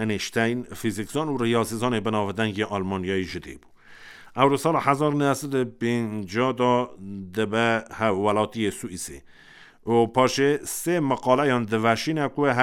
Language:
Kurdish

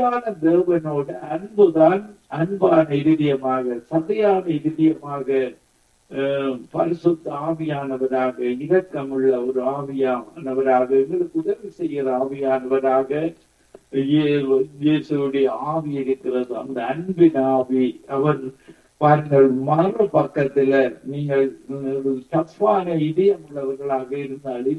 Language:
Tamil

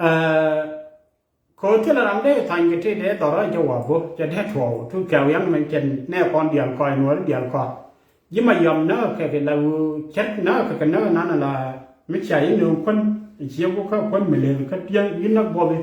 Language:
Nuer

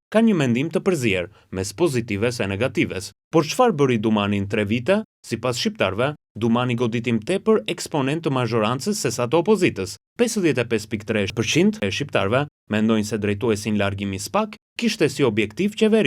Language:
Albanian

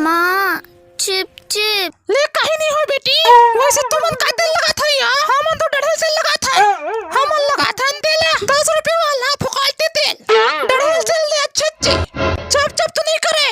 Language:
Chhattisgarhi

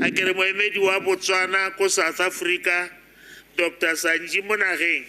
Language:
Tswana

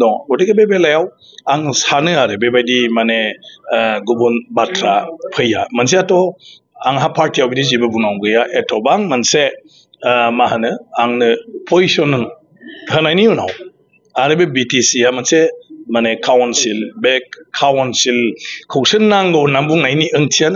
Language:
Bodo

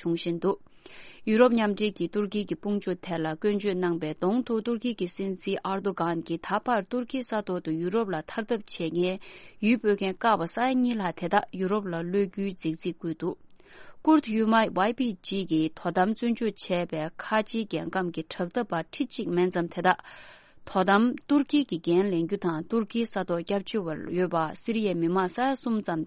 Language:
Tibetan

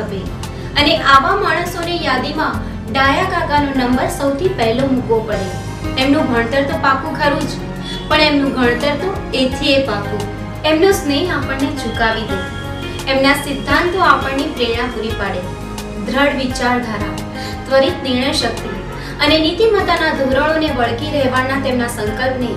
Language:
Gujarati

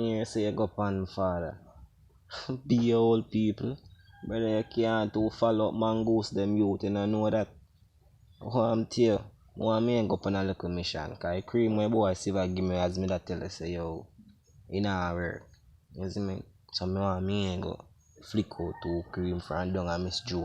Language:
Jamaican Creole English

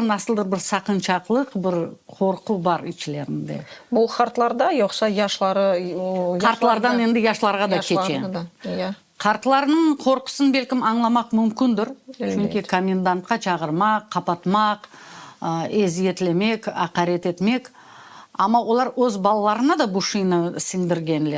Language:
Crimean Tatar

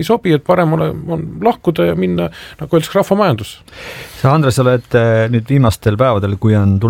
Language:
Estonian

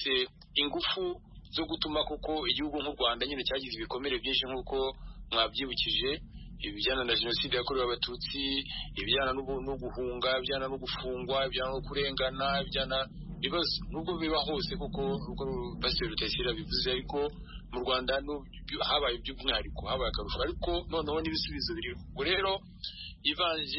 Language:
Kinyarwanda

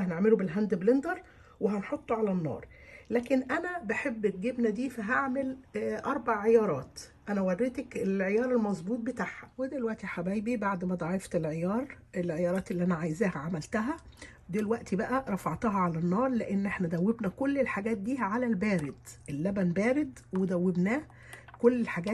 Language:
Egyptian Arabic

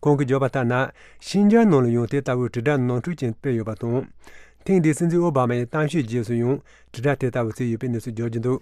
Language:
Tibetan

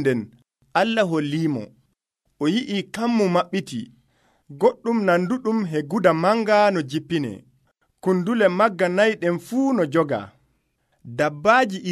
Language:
Nigerian Fulfulde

